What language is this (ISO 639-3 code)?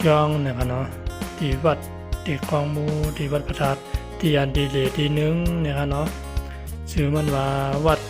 shn